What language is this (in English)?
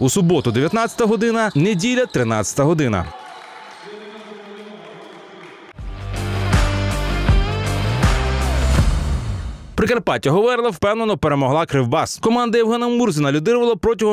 Ukrainian